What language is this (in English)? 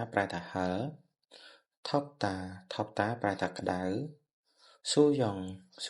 Khmer